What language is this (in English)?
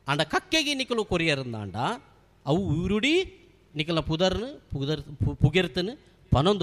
Tulu